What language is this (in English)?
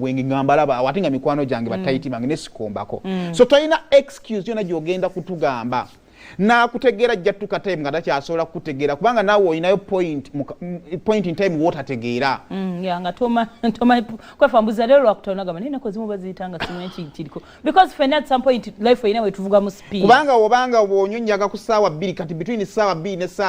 Ganda